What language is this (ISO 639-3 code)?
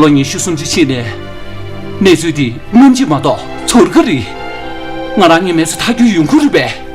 bod